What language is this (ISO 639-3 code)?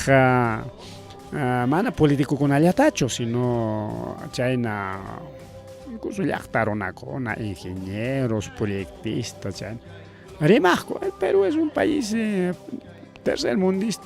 quy